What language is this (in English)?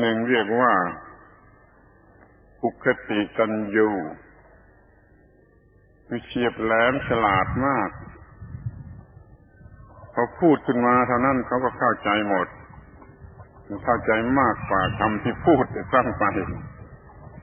Thai